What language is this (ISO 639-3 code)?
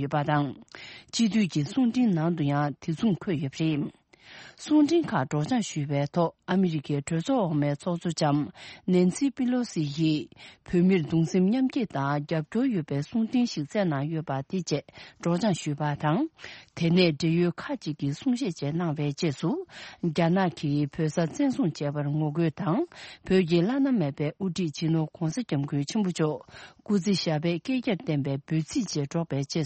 bod